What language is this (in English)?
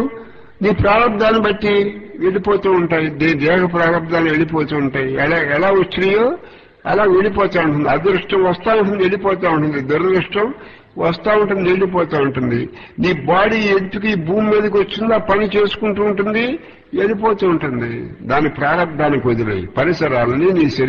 Telugu